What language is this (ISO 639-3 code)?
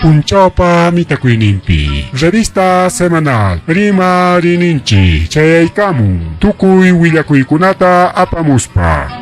quy